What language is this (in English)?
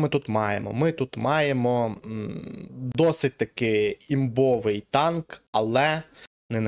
Ukrainian